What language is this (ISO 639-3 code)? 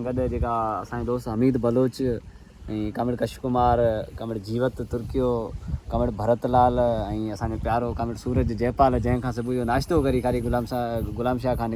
snd